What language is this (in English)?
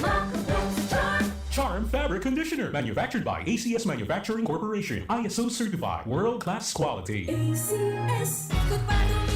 Bikol